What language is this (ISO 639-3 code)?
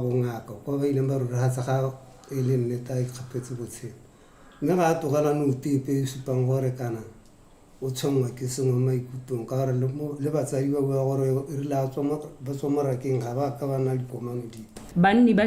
tsn